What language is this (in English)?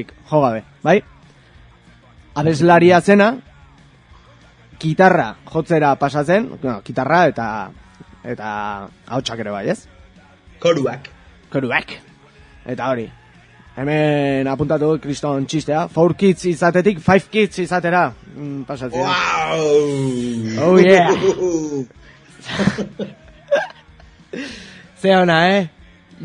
Basque